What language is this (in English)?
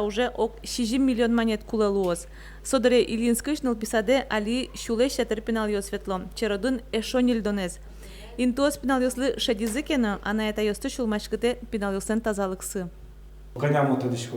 Udmurt